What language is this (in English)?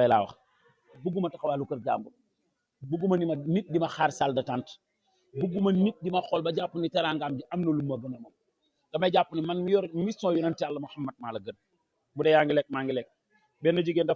Wolof